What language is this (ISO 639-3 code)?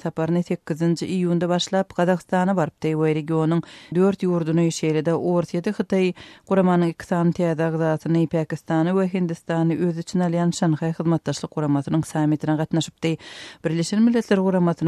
tuk